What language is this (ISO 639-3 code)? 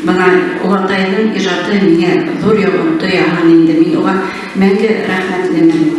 bak